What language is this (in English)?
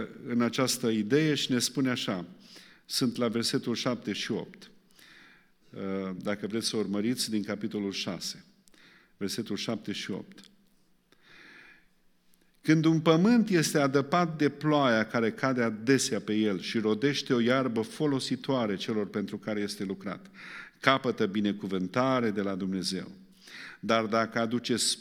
Romanian